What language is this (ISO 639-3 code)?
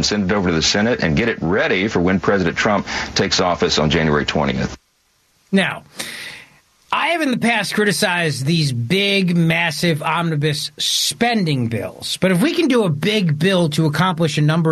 eng